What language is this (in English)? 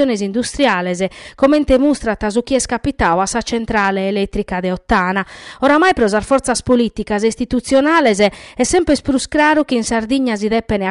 Sardinian